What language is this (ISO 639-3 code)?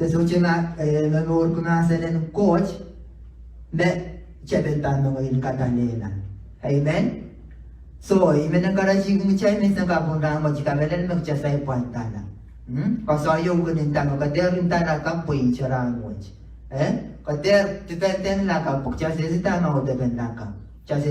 pon